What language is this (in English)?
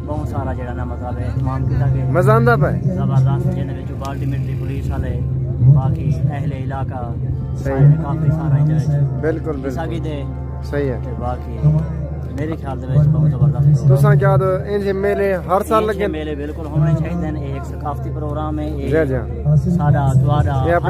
Saraiki